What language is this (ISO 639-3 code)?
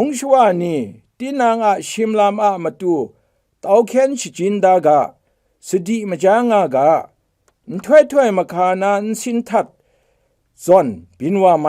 kac